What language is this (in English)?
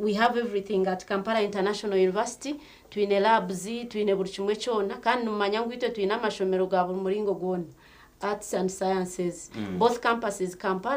Nyankole